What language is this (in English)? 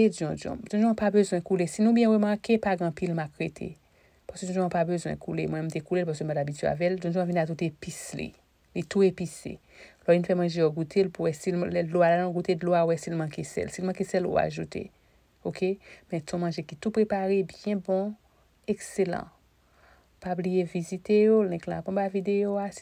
Haitian Creole